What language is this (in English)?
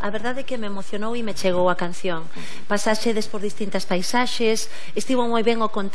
Galician